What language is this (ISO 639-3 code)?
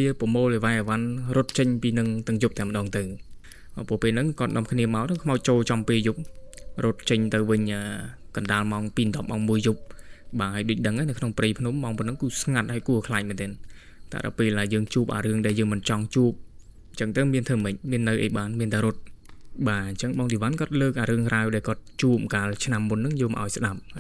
khm